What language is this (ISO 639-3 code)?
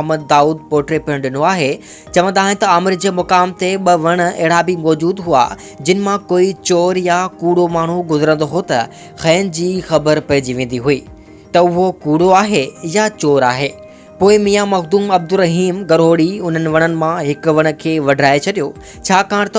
snd